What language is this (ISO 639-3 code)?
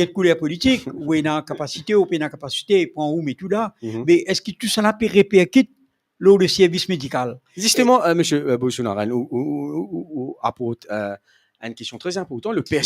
mfe